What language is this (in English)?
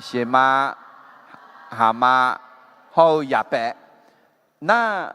Akha